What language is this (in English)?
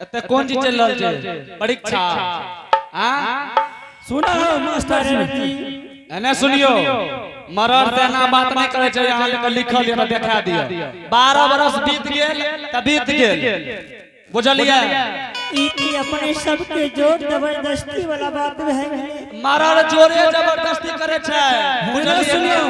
Angika